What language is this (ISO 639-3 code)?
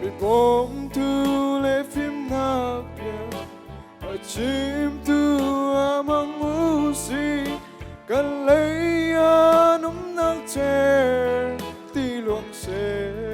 cnh